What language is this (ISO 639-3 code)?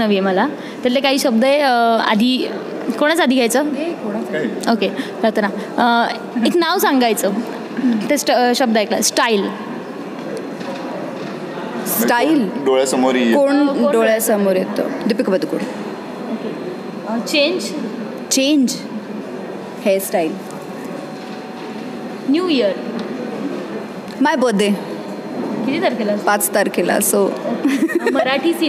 mar